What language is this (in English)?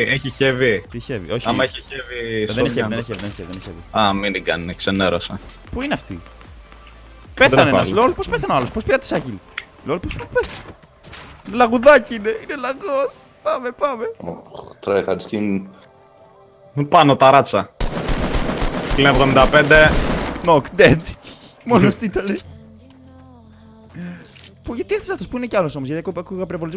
Greek